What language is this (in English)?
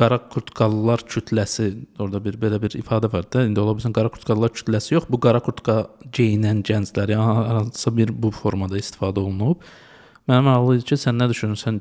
Azerbaijani